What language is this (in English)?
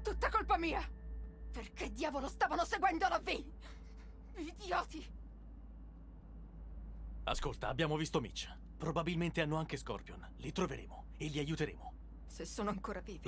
Italian